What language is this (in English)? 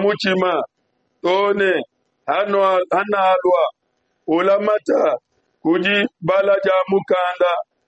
Luba-Lulua